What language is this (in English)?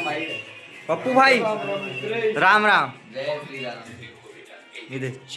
Chhattisgarhi